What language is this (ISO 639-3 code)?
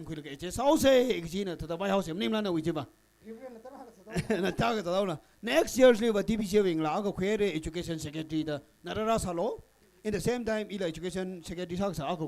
nmf